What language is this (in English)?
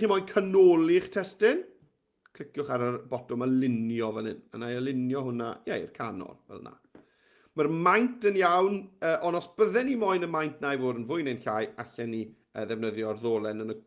Welsh